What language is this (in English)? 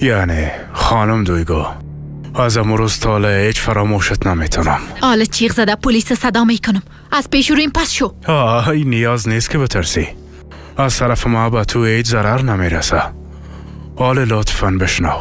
Persian